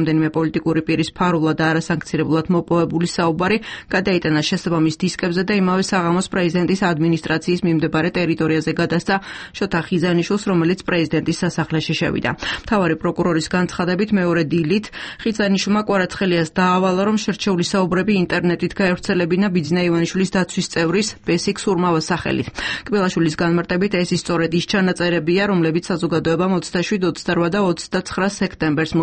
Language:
Georgian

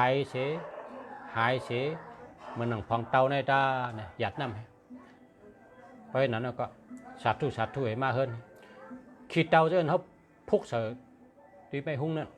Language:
Shan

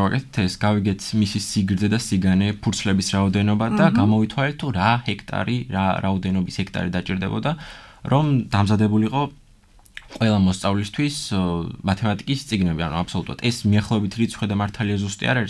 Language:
Georgian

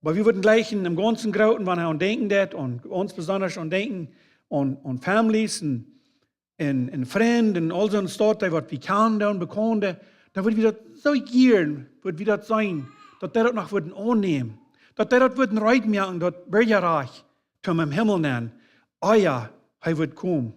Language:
Plautdietsch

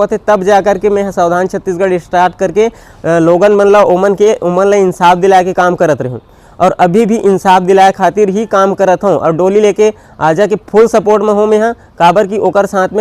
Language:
Chhattisgarhi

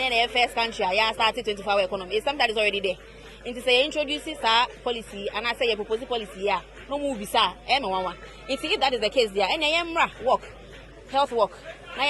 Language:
Akan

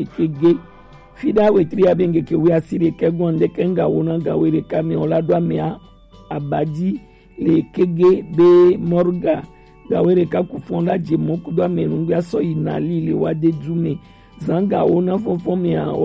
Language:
Gen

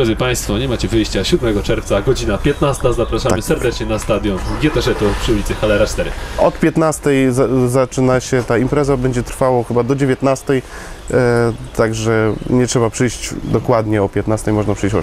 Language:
Polish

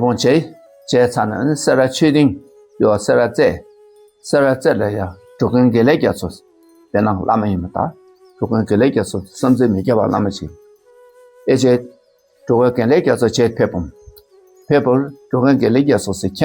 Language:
Dakpakha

